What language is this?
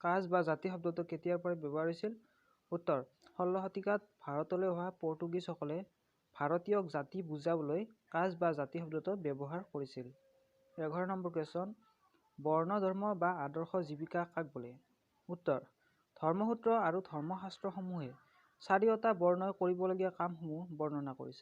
Assamese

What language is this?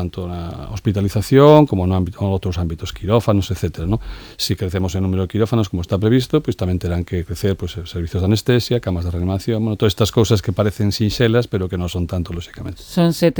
Galician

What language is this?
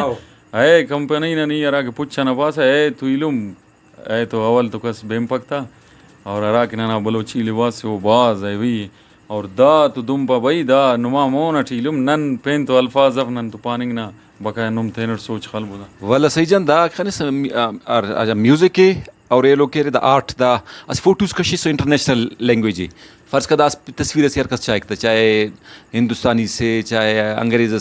Brahui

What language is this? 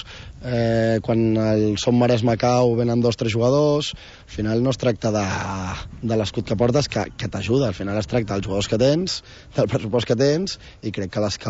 Catalan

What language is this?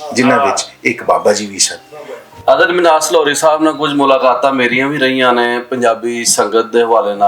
Western Panjabi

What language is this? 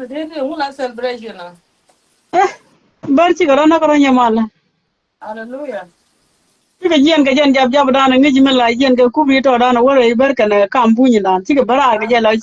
Nuer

